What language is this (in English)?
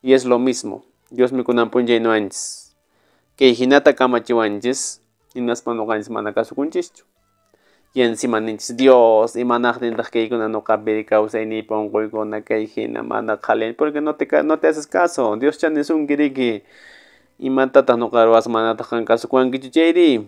Quechua